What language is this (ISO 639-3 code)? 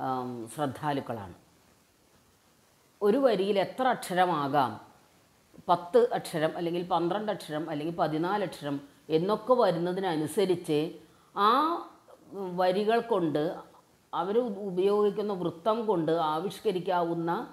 mal